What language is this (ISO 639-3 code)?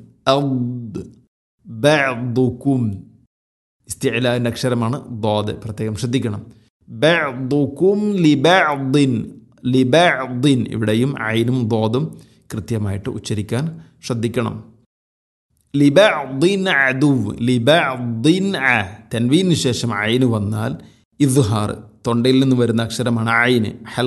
mal